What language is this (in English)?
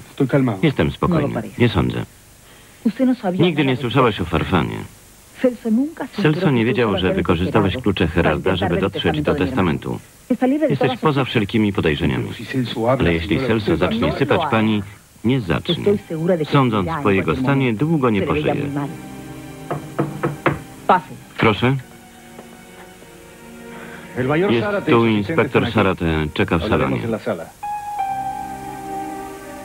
Polish